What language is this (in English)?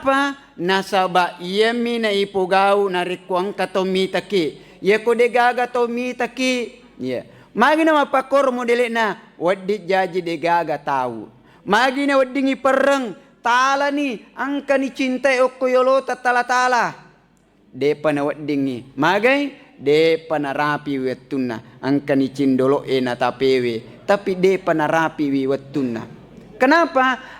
Buginese